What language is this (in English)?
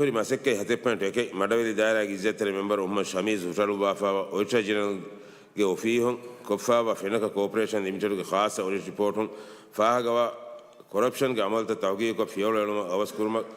Divehi